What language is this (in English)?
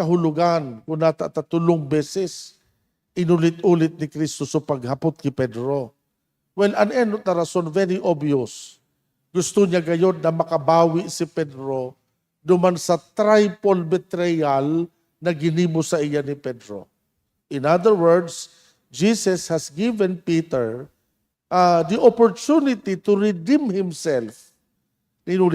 Bikol